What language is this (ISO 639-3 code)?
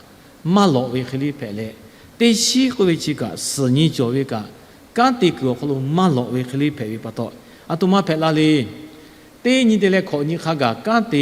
lhu